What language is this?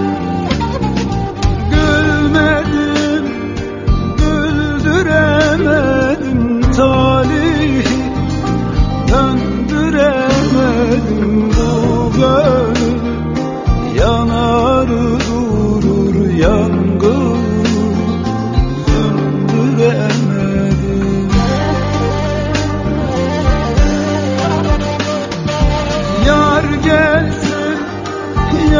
Turkish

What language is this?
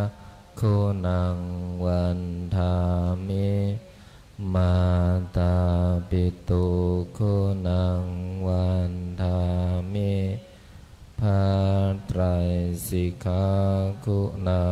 Pali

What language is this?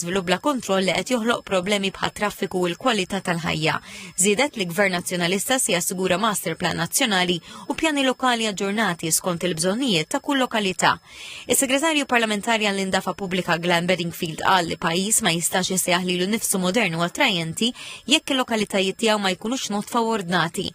Maltese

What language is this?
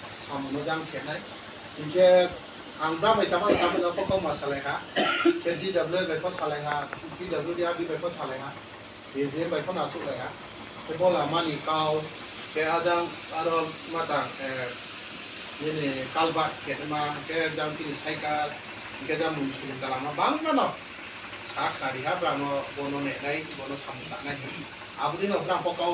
Kok Borok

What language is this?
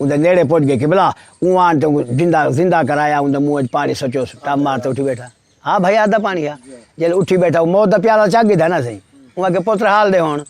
Saraiki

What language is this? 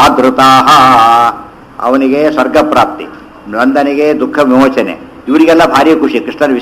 Kannada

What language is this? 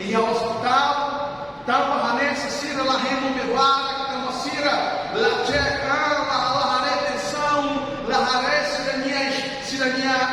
Tetum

